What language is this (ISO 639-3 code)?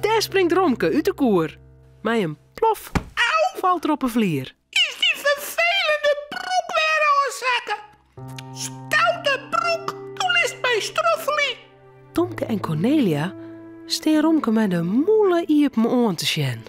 fry